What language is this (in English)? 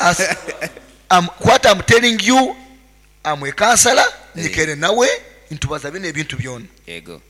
Nyoro